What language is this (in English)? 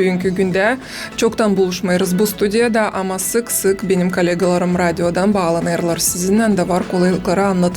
Gagauz